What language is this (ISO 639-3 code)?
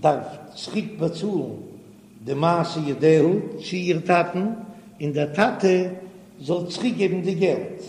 yid